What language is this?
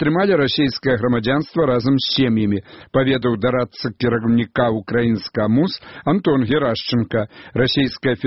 Belarusian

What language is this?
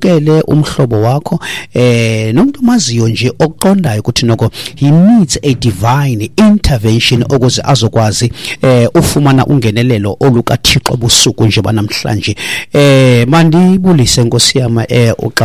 Xhosa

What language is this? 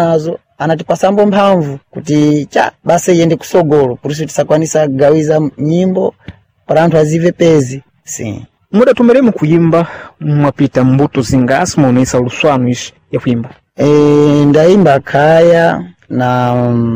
Sena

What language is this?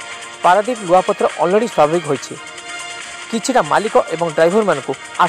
Odia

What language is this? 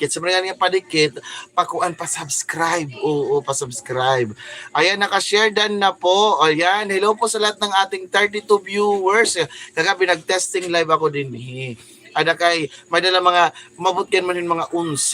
Waray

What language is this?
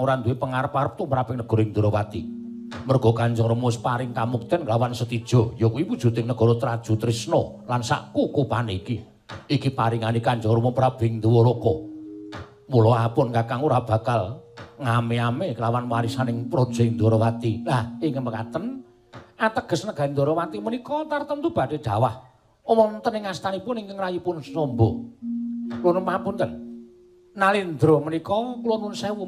Javanese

